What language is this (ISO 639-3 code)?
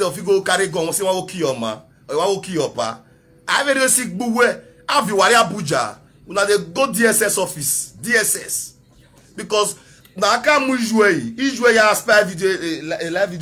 pcm